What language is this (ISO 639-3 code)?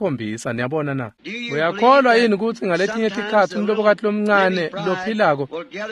ssw